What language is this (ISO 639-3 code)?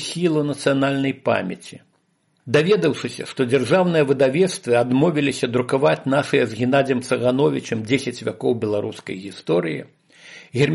bel